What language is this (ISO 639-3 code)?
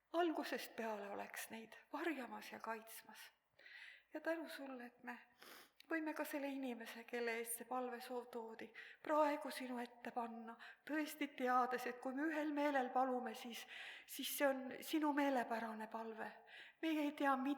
est